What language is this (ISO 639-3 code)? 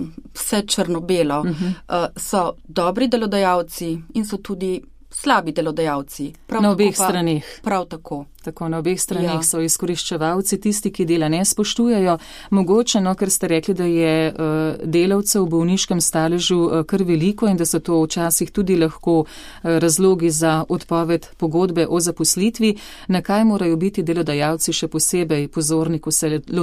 slv